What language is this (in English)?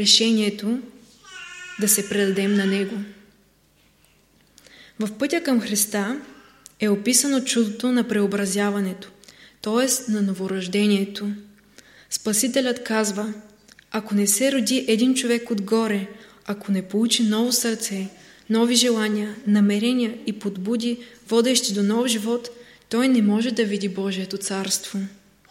Bulgarian